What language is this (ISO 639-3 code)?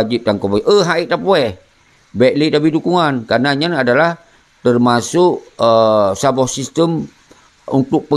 ace